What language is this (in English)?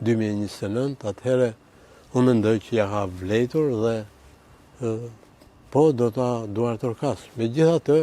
Albanian